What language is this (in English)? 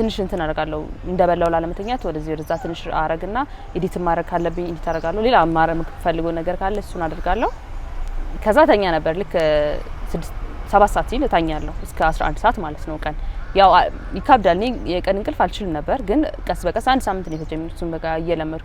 Amharic